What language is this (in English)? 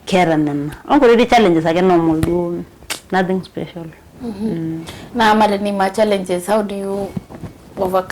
Masai